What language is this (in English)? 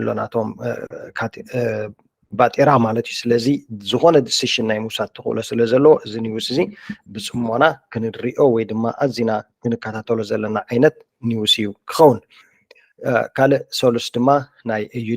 Tigrinya